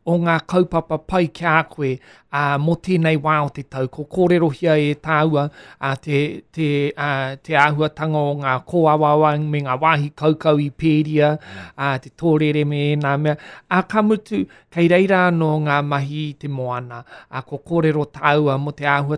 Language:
Māori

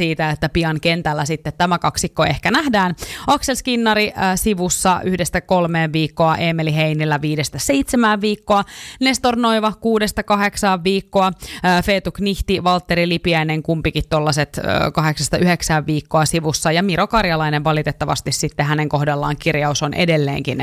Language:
Finnish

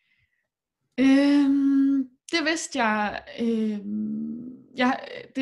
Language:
Danish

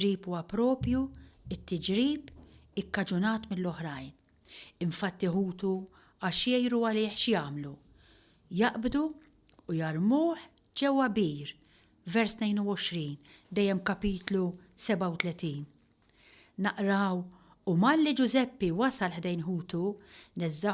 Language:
Maltese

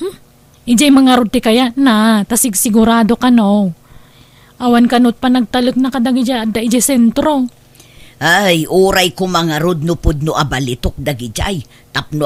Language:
Iloko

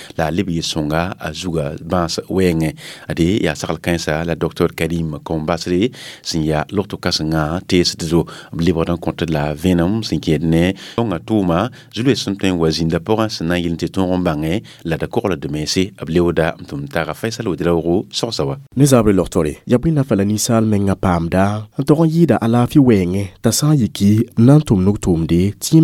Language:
Mossi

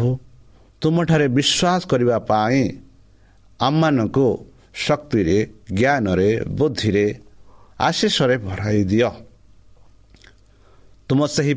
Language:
Odia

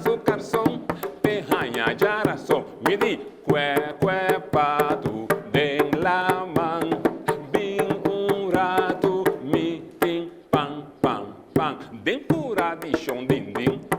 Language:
Papiamento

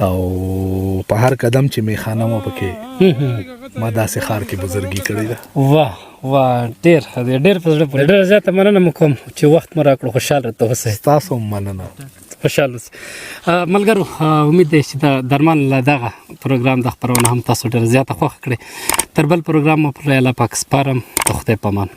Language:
Pashto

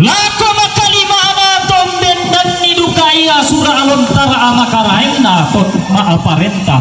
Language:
Toraja-Sa'dan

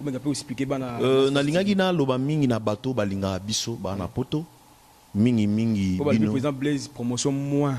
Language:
Lingala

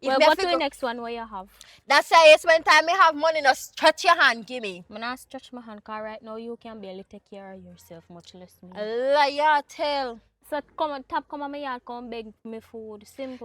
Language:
Jamaican Creole English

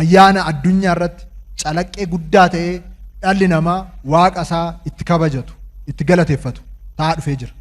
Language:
Oromo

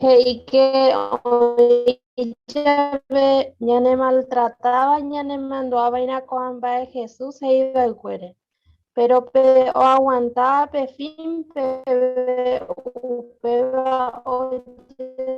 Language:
Guarani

